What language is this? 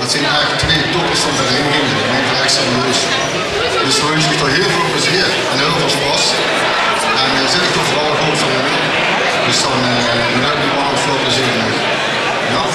Limburgish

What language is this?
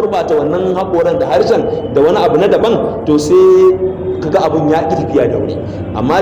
Hausa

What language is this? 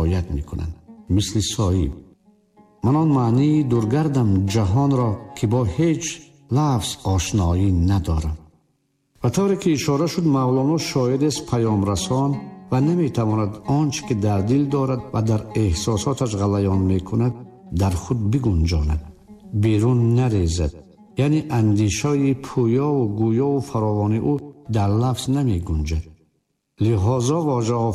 Tajik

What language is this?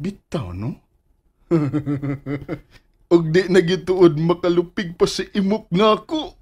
Cebuano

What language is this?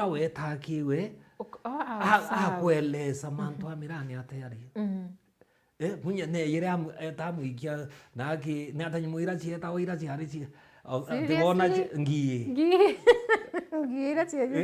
Meru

